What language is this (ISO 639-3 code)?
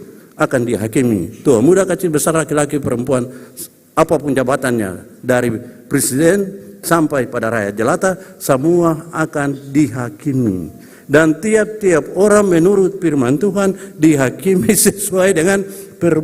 abs